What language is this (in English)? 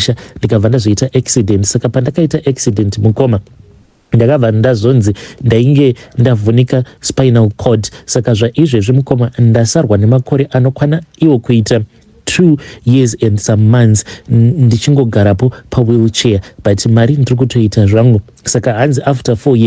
Shona